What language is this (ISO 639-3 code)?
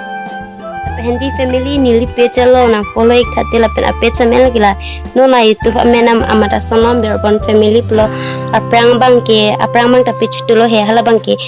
mjw